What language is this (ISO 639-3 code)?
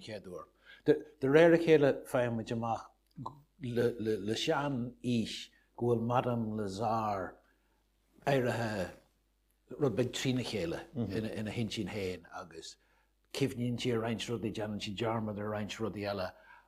gle